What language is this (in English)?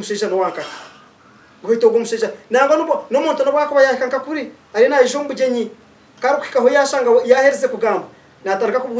Nyankole